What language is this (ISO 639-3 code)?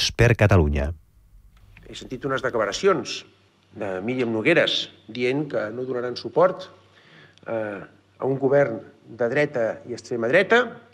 cat